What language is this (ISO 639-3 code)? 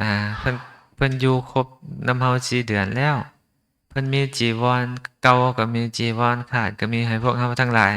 lao